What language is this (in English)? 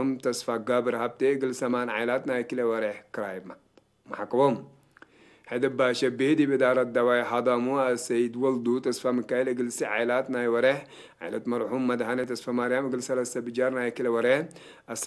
Tigre